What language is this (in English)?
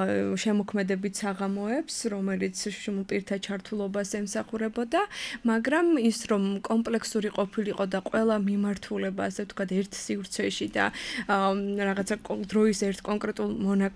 Georgian